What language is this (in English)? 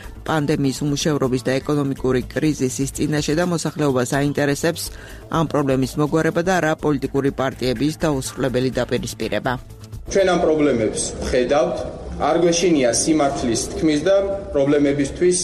Georgian